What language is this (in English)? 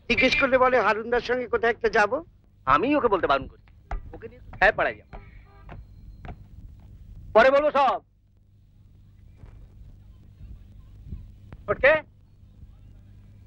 Bangla